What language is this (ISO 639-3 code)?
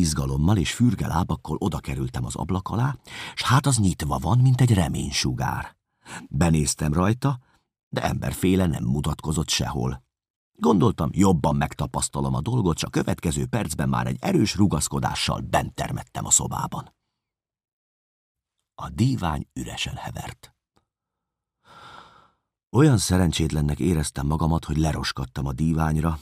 hun